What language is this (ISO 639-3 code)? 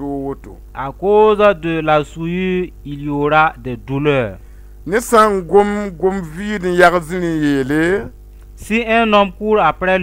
mos